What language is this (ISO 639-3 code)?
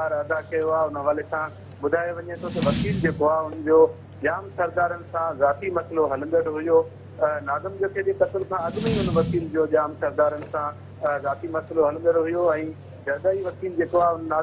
snd